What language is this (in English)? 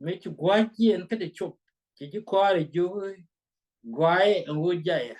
Nuer